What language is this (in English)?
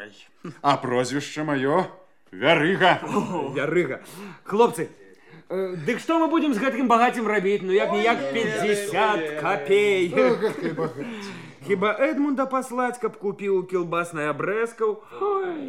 Belarusian